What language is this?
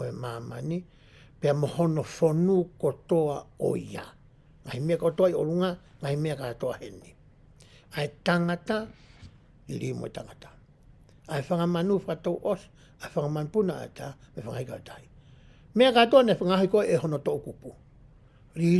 Tongan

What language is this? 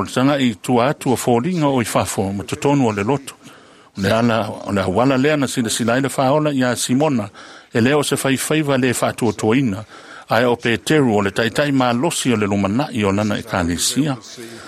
Samoan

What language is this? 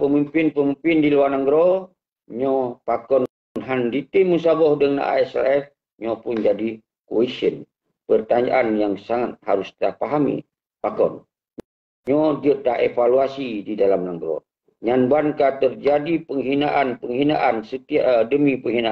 Achinese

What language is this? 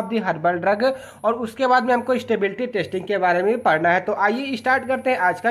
Hindi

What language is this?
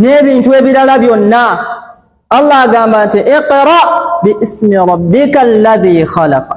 Ganda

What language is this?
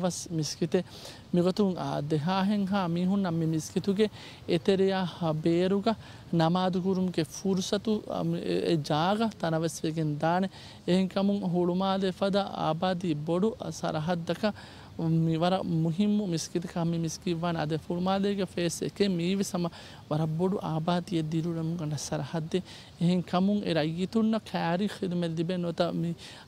Divehi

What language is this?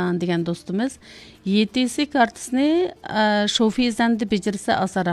Uyghur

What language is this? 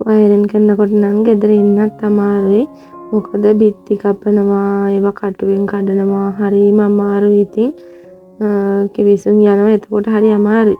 Sinhala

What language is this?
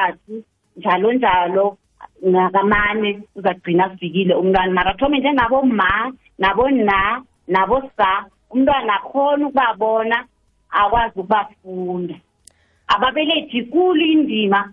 South Ndebele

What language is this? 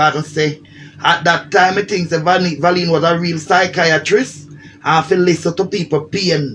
Jamaican Creole English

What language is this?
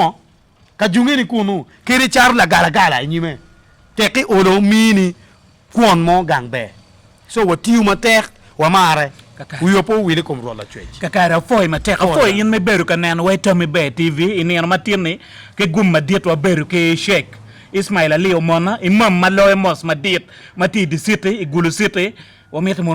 Acoli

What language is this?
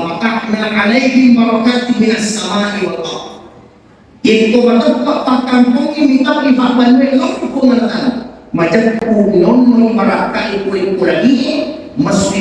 Buginese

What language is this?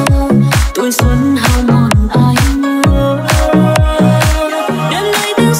Vietnamese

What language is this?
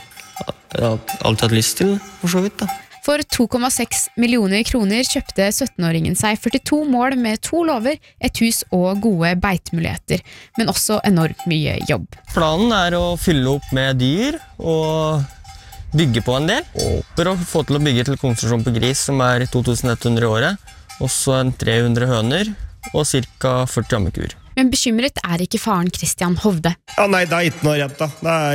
Norwegian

